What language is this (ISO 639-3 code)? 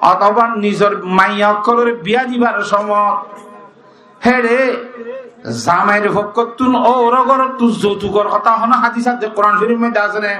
rhg